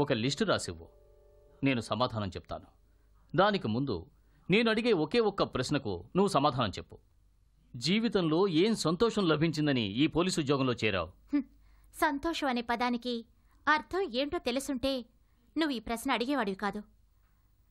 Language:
Telugu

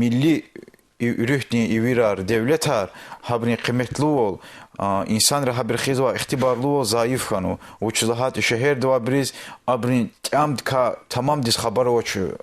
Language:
Lezghian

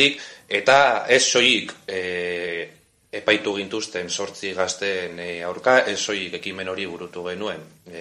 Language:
Basque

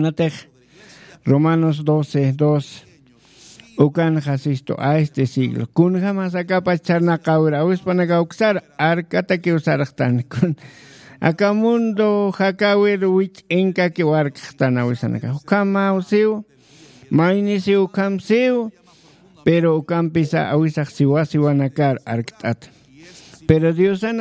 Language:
Aymara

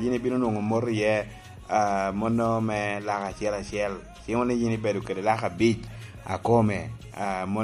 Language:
Lango (Uganda)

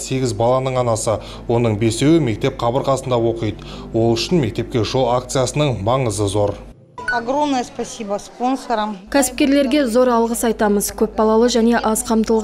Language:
Kazakh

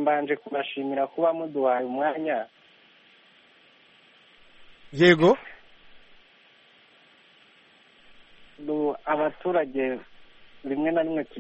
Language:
Kinyarwanda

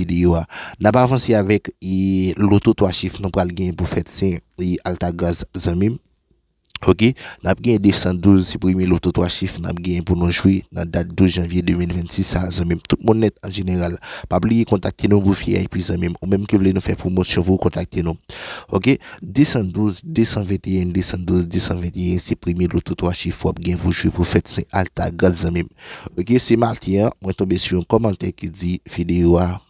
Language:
Haitian Creole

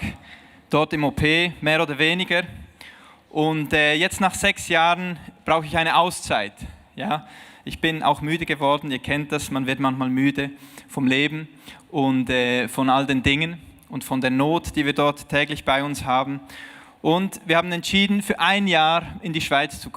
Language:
Swiss German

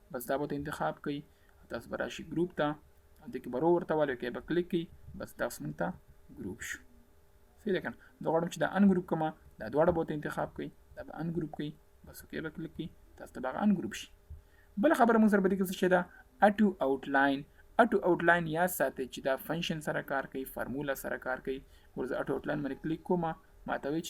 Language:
Pashto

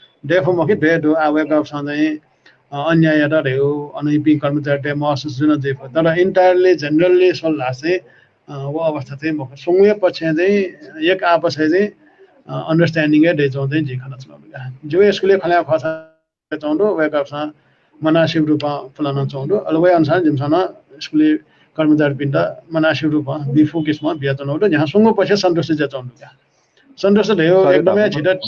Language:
Newari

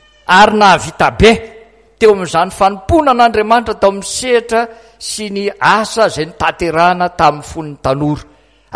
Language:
Malagasy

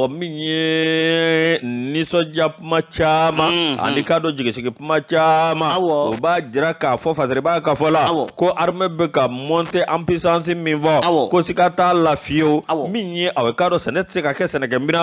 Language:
Bambara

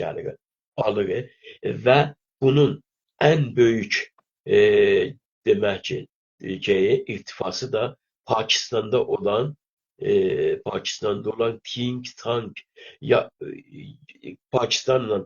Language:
South Azerbaijani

